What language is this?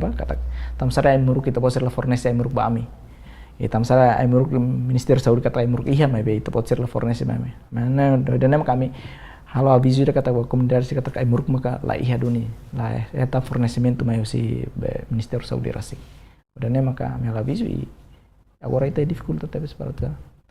Tetum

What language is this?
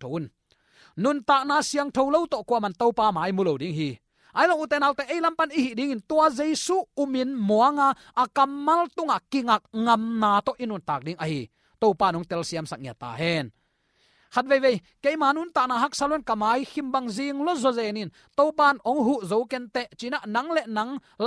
Tedim Chin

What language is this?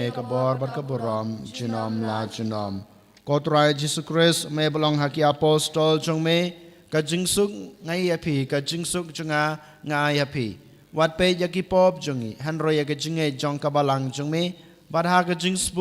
Khasi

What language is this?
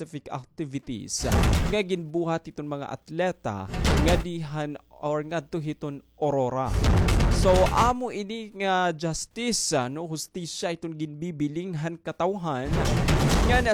Waray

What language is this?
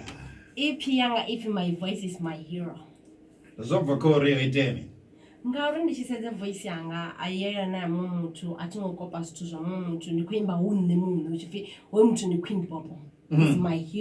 Venda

